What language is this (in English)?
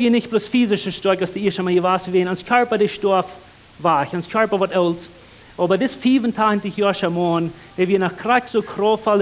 Plautdietsch